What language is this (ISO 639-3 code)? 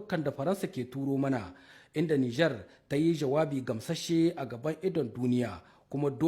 hau